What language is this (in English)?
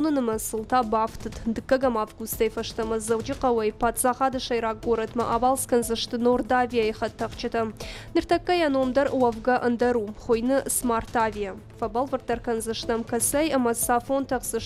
Ossetic